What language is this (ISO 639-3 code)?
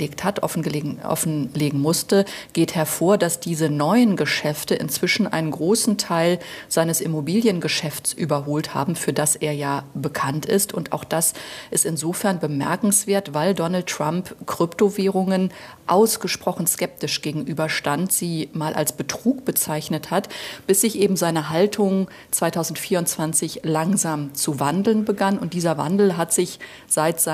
deu